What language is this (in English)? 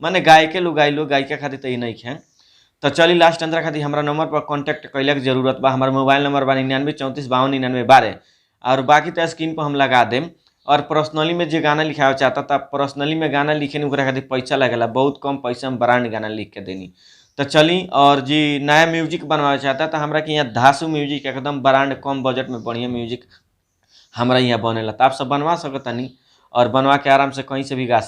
Bhojpuri